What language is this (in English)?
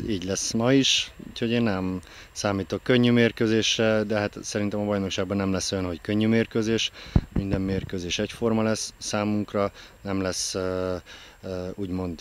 Hungarian